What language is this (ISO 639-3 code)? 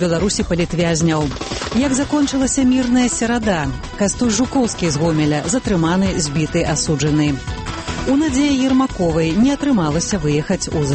bel